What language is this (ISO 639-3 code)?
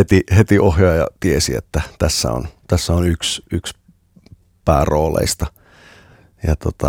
fin